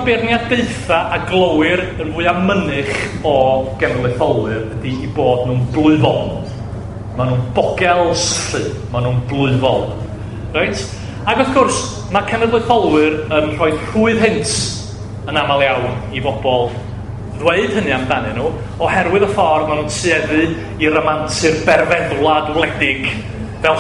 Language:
Welsh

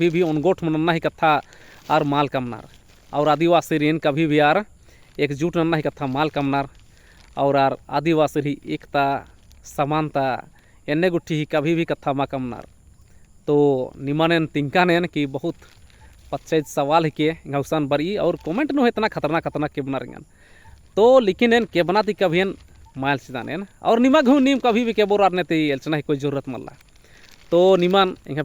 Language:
Kurukh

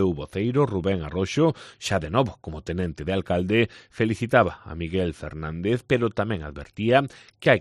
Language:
Galician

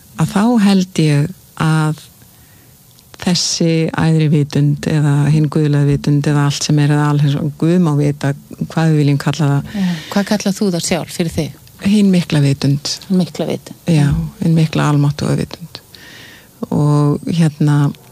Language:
Icelandic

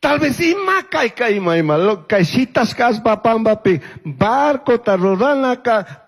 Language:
Chimborazo Highland Quichua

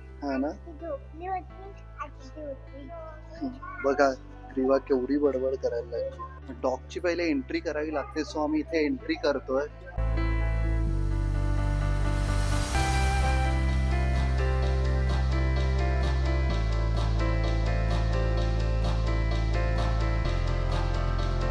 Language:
Marathi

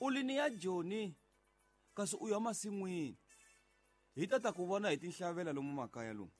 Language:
Tsonga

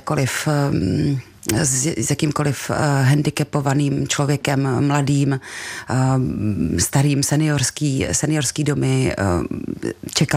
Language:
Czech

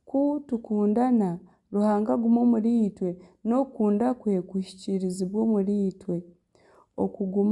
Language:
Nyankole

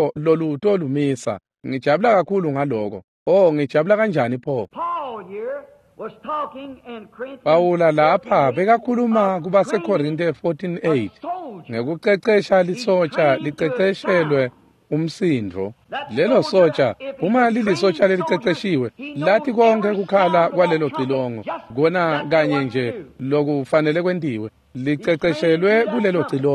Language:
Swati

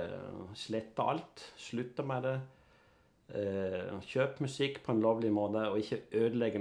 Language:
Norwegian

